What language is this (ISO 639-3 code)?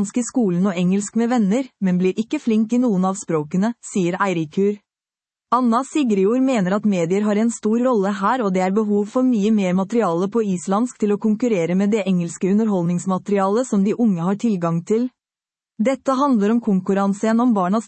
nor